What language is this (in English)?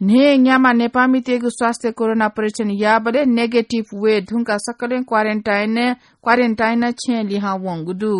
Newari